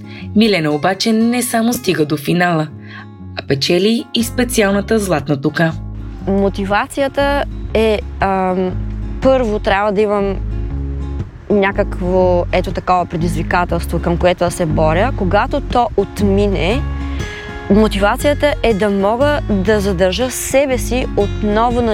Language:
Bulgarian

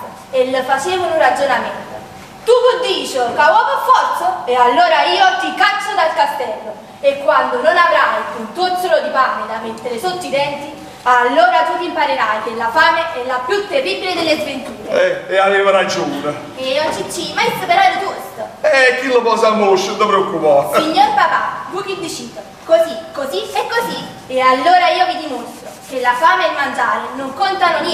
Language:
Neapolitan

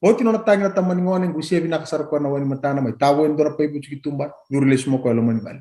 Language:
Fijian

